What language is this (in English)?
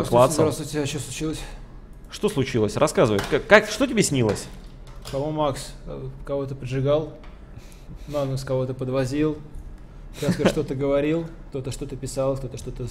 Russian